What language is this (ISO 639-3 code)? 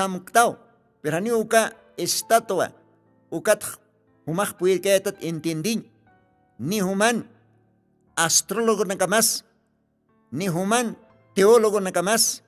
aym